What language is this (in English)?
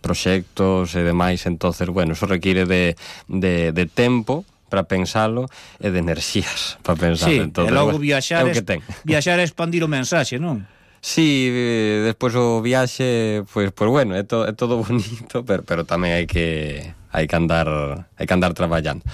Galician